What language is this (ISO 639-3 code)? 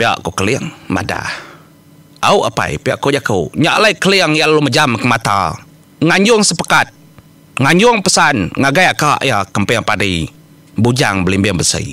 iba